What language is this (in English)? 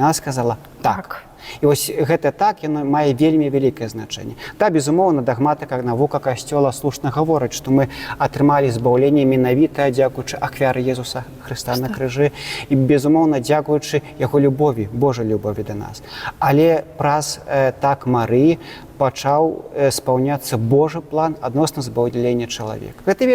Belarusian